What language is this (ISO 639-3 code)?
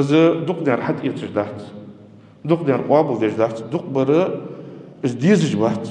inh